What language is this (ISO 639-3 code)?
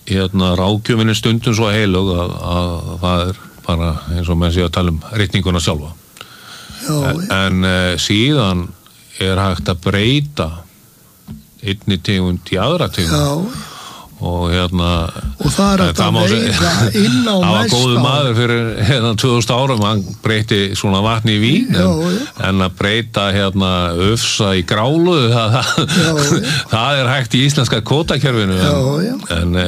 isl